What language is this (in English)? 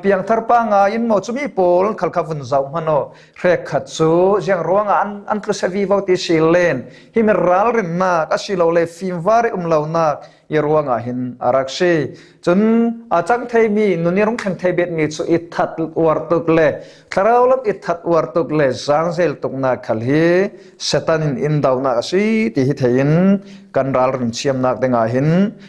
Falam Chin